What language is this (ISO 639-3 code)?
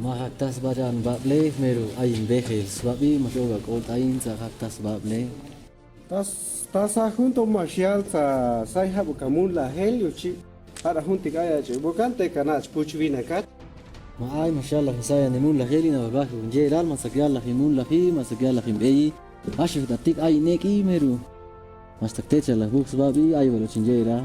cac